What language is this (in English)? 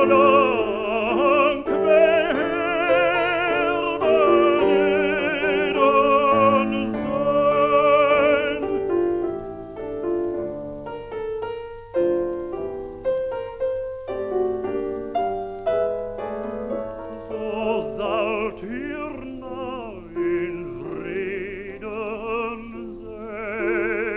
Dutch